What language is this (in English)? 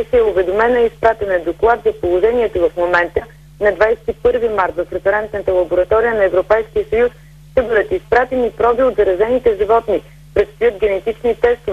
Bulgarian